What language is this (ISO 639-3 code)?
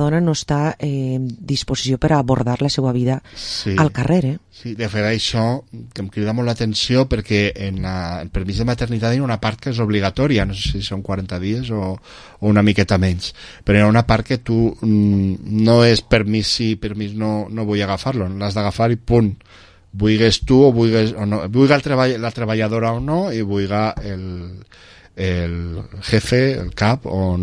cat